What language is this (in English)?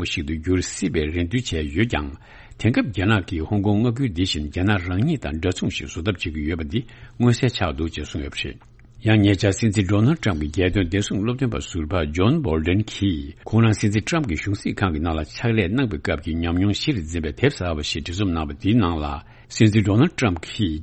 Tibetan